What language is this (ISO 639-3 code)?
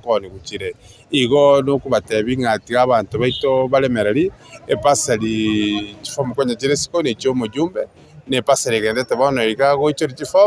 guz